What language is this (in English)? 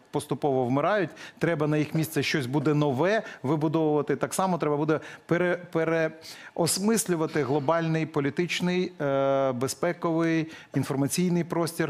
Ukrainian